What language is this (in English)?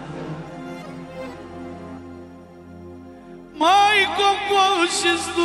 Romanian